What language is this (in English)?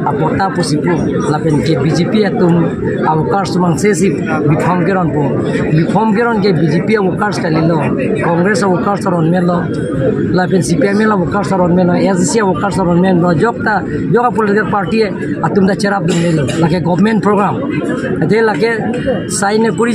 Karbi